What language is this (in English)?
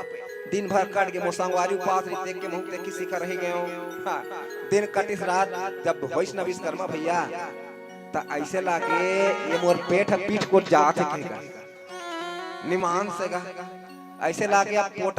Chhattisgarhi